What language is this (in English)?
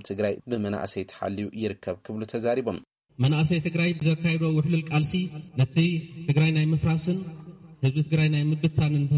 Tigrinya